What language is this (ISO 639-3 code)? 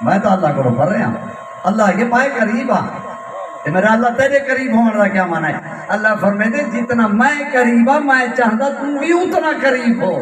skr